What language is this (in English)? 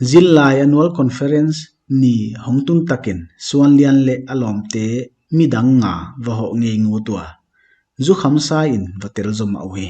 Paite Chin